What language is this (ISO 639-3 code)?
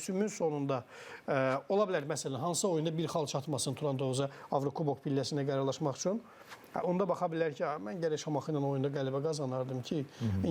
aze